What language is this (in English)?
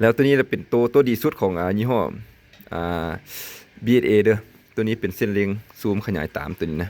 Lao